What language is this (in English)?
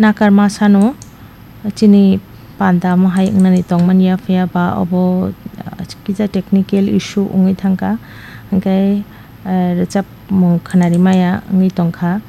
Kok Borok